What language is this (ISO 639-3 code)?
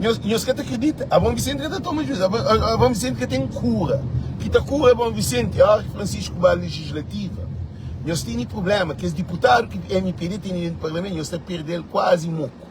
kea